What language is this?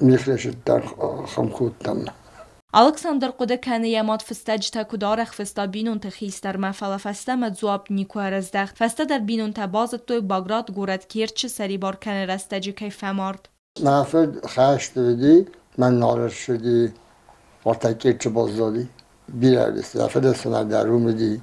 Ossetic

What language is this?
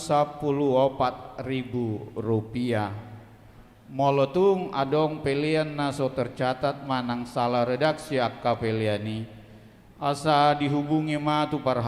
Batak Toba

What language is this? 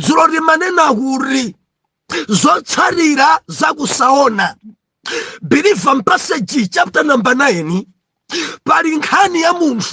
Nyanja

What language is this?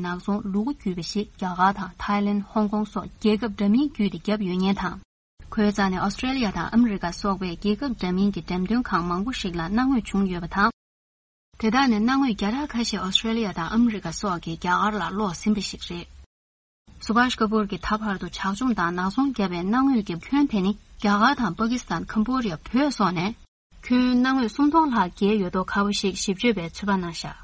Tibetan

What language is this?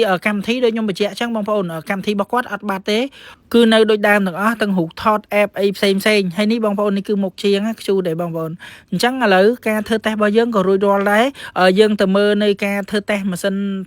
Khmer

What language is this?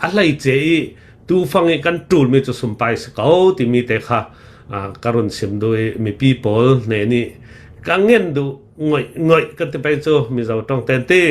Hakha Chin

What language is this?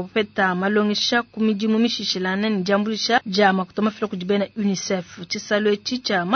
Luba-Lulua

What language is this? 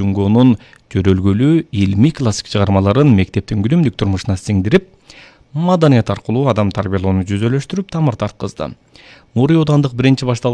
Kyrgyz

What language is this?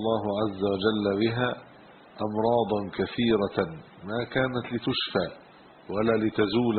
Arabic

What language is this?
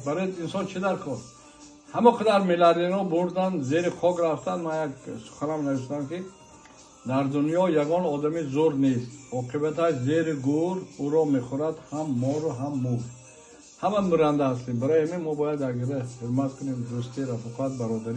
Tajik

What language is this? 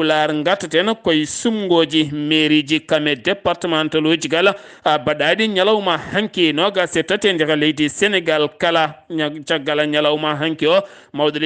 Fula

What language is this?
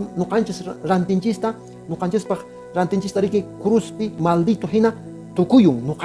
Quechua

